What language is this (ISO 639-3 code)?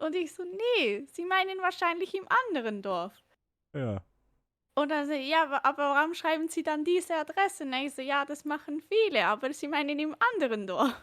gsw